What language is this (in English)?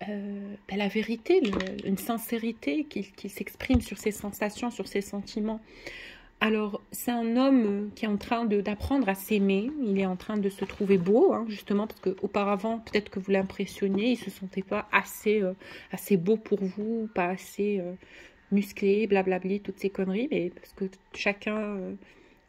French